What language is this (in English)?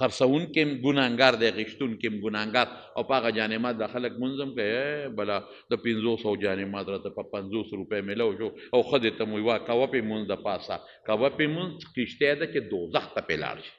Pashto